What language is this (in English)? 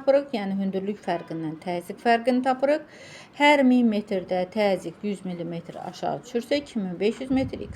Azerbaijani